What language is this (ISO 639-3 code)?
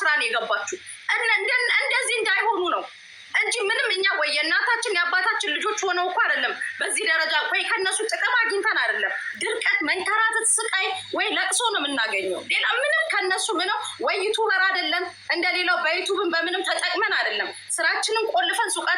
amh